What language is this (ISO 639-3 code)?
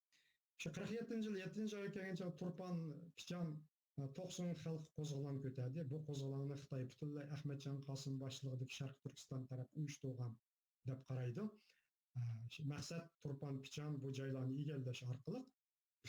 uig